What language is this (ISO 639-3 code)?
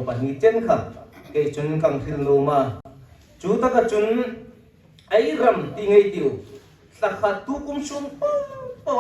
hmr